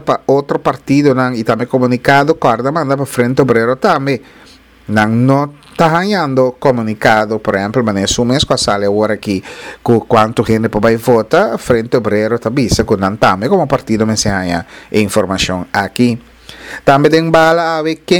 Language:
Papiamento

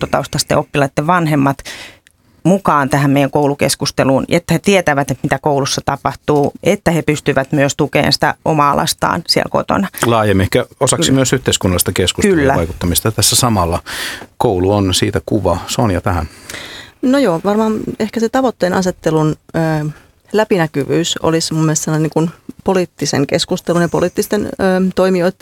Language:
Finnish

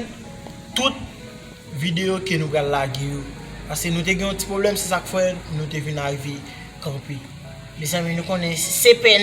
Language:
Haitian Creole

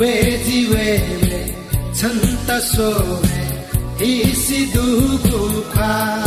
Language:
Newari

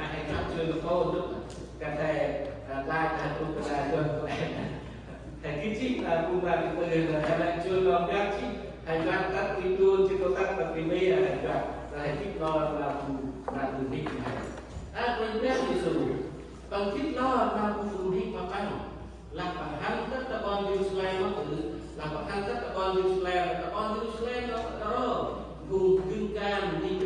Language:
Central Mnong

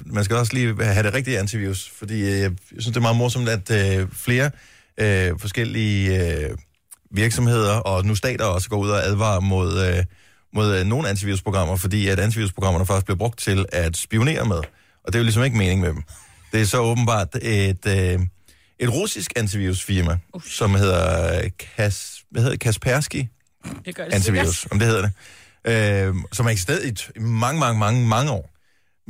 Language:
Danish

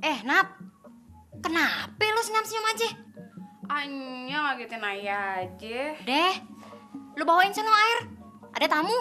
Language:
Betawi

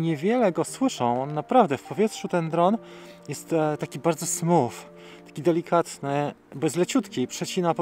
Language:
Polish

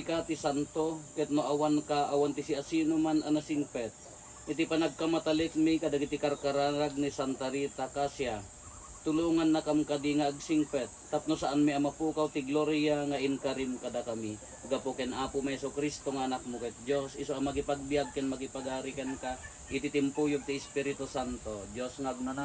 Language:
Iloko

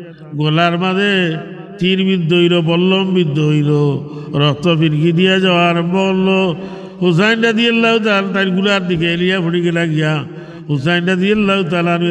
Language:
Sylheti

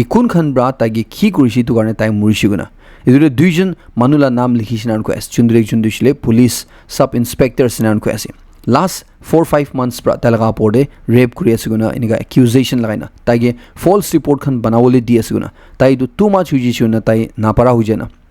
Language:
Naga Pidgin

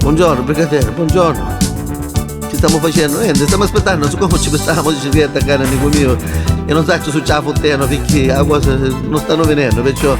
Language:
Neapolitan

